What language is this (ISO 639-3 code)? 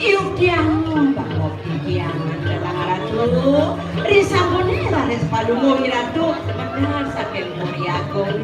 ban